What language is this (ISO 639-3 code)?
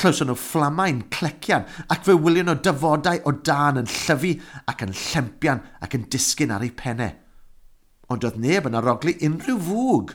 cym